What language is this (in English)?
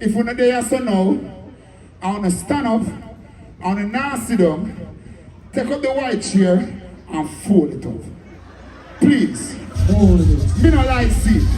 Jamaican Creole English